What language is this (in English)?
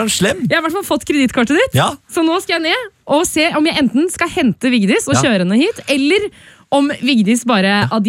Norwegian